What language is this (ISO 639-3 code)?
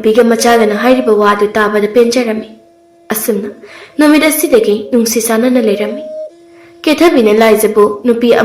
mni